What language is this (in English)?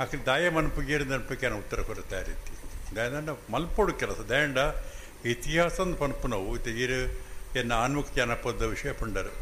Tulu